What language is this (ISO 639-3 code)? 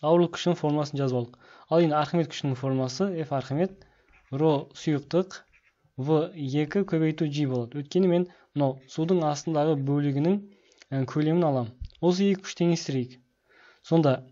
kaz